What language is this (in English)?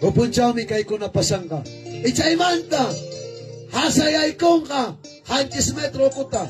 Ayacucho Quechua